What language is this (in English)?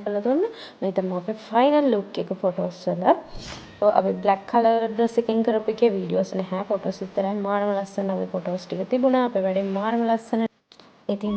Sinhala